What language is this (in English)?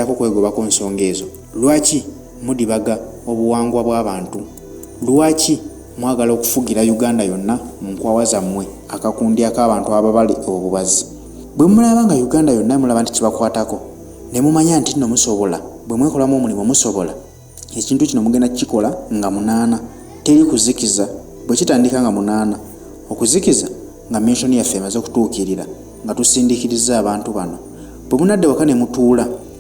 Ganda